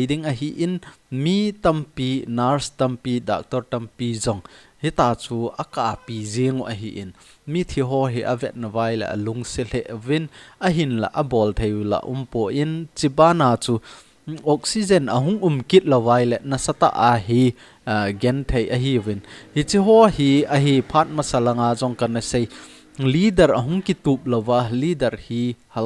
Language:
Thado Chin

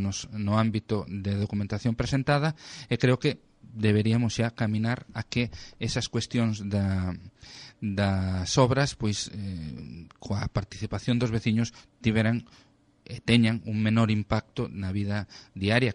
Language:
Galician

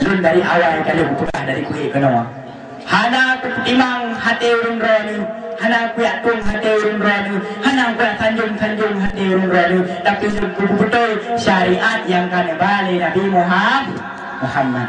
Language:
Achinese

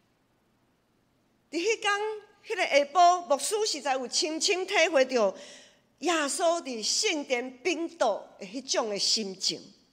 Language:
Min Nan Chinese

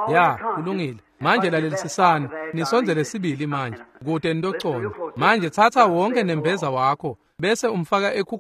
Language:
Swati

